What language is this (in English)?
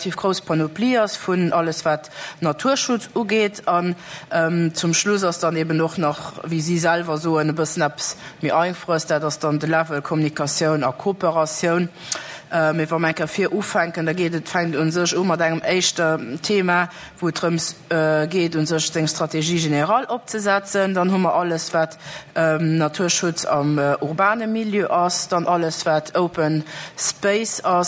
Luxembourgish